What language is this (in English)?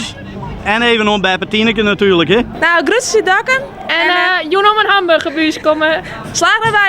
Western Frisian